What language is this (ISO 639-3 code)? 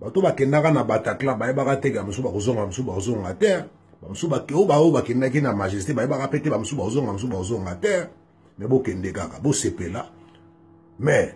lin